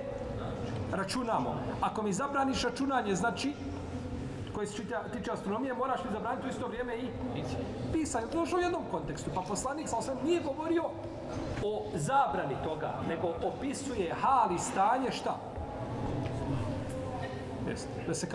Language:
Bosnian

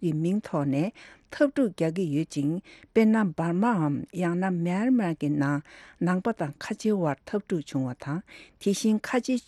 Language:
Tibetan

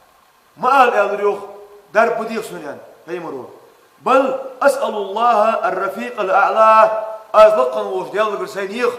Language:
Ingush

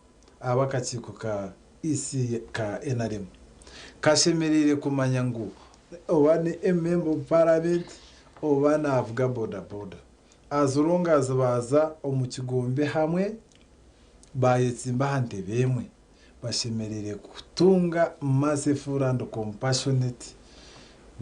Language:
Nyankole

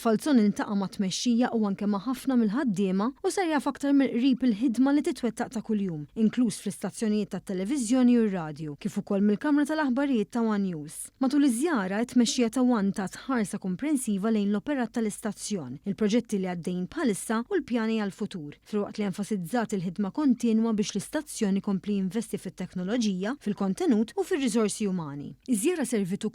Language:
Maltese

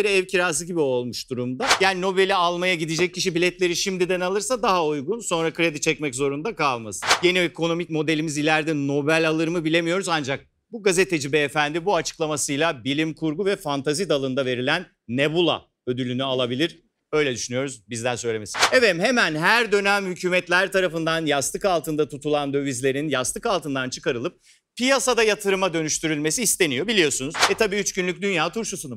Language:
Turkish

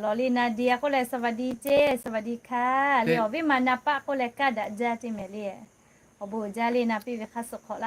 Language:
Lahu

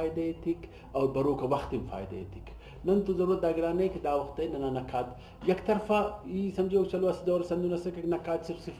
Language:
Brahui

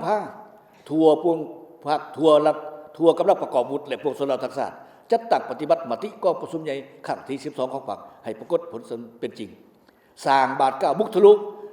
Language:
Lao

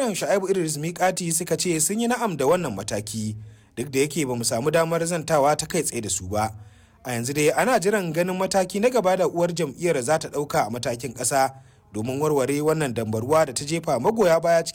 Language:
Hausa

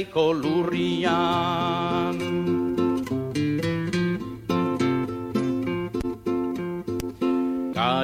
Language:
Basque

